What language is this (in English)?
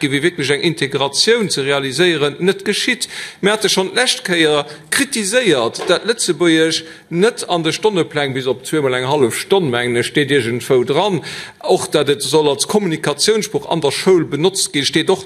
Luxembourgish